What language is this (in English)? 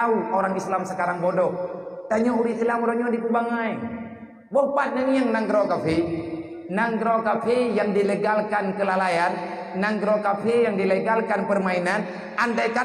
Achinese